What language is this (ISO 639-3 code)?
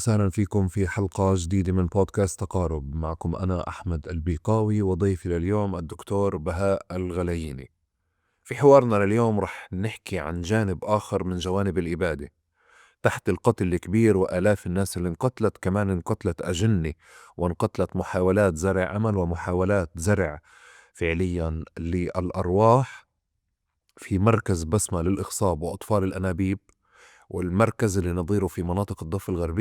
apc